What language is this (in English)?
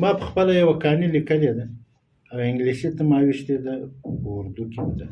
Pashto